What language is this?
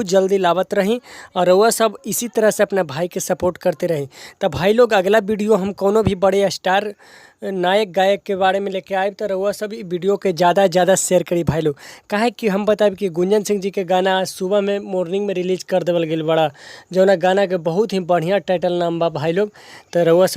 Bhojpuri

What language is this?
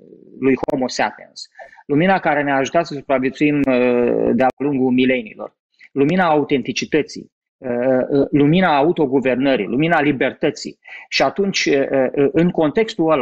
Romanian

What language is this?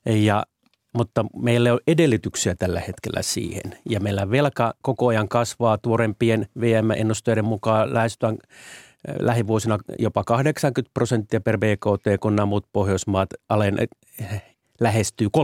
Finnish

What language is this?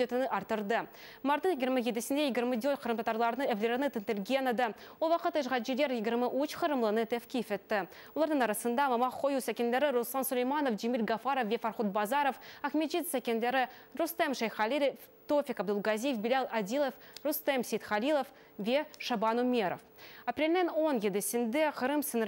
Crimean Tatar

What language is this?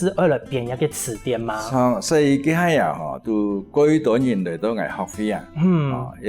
Hakka Chinese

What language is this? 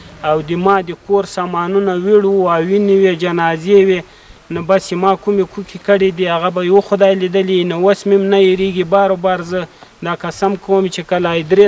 Pashto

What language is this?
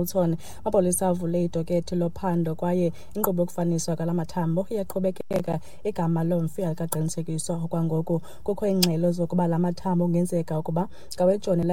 Xhosa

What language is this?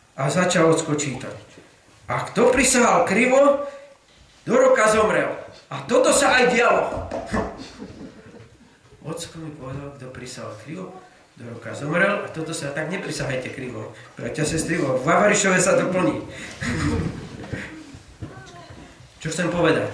Slovak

